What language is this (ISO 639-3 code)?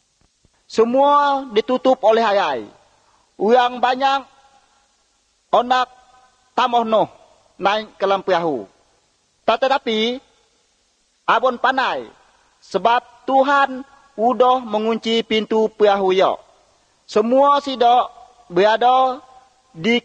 msa